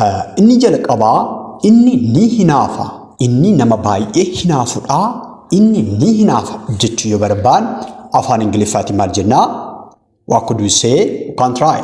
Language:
Oromo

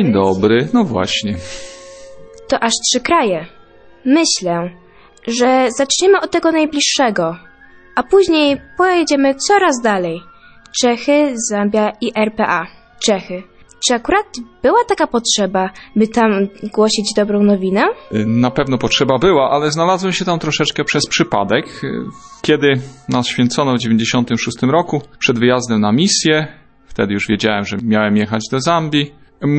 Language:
Polish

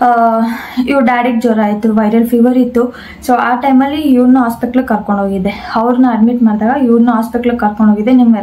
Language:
Kannada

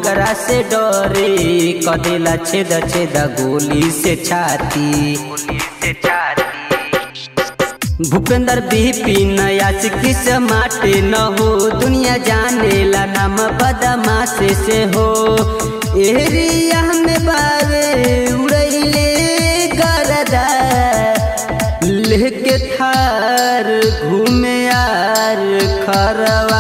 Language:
Bhojpuri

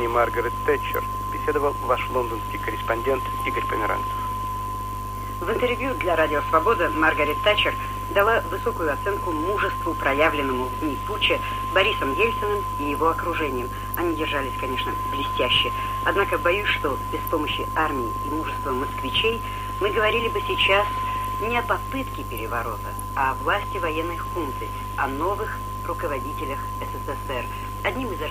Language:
Russian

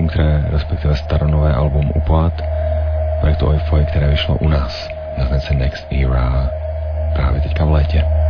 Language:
Czech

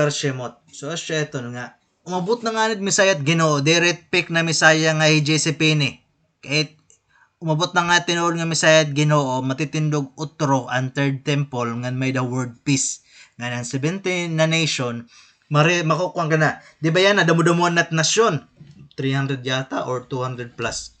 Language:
Waray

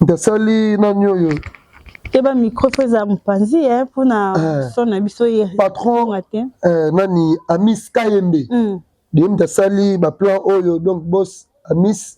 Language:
Lingala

